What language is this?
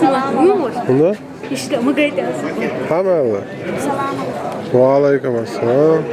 Chechen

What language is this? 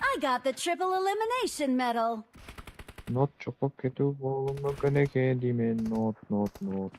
Kara-Kalpak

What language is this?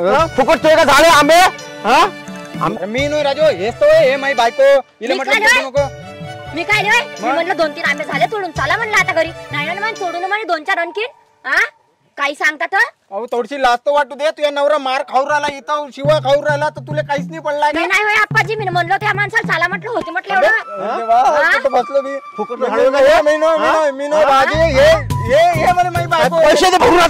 Marathi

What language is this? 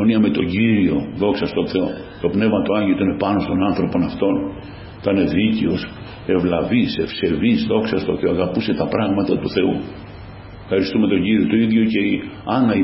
Greek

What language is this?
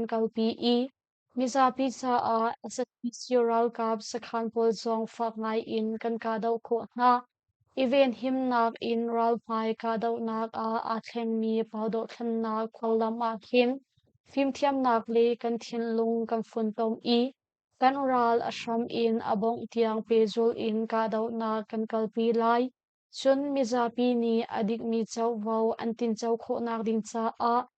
Hakha Chin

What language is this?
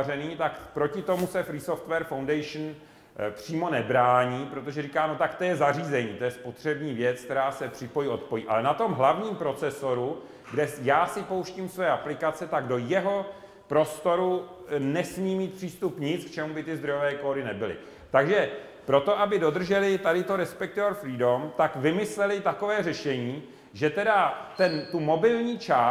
Czech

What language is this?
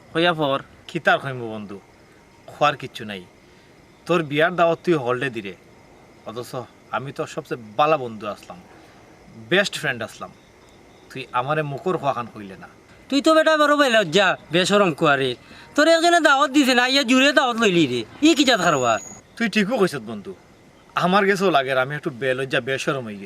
Sylheti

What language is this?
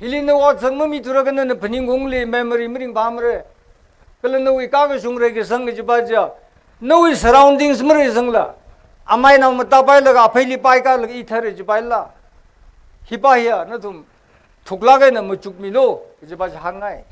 Tangkhul Naga (India)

